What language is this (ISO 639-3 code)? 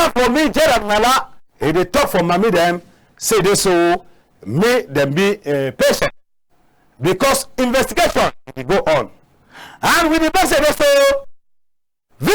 wes